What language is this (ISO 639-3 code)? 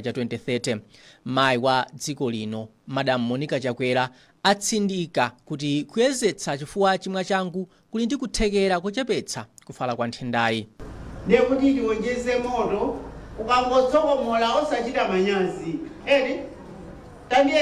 nya